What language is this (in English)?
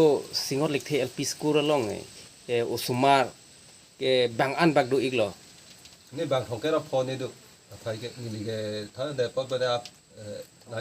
Karbi